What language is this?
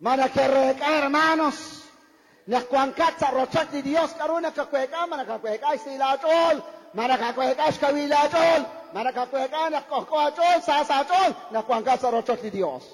Kekchí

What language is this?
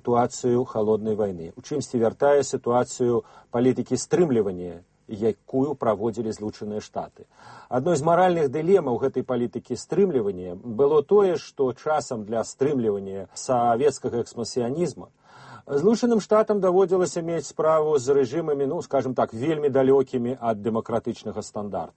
Belarusian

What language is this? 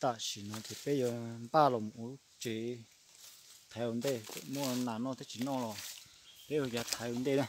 Hmong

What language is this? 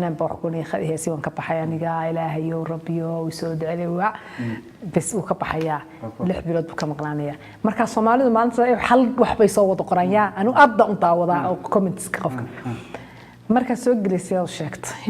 Somali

